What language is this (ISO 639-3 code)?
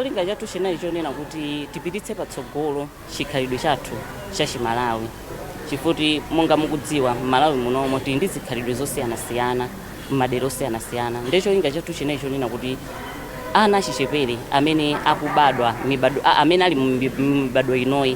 nya